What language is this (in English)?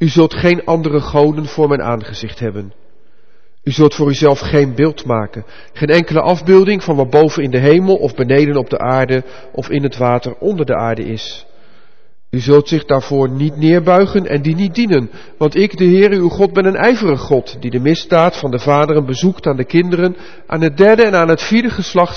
Dutch